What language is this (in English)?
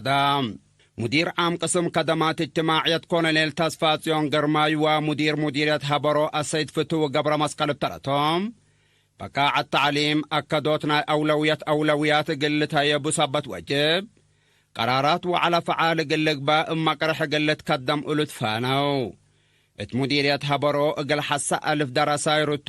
Tigre